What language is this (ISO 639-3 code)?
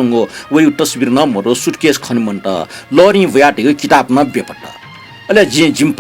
new